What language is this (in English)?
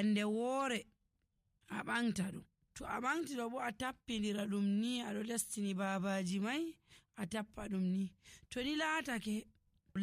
Nigerian Fulfulde